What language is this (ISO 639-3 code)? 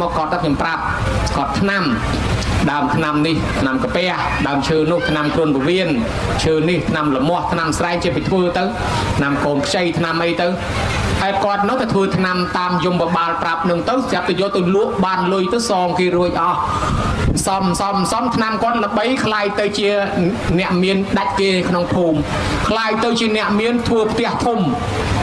khm